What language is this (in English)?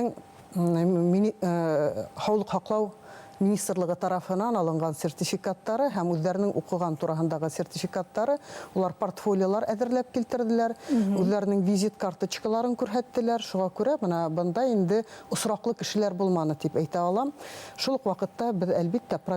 Bashkir